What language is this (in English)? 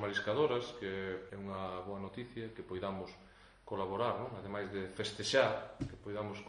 Galician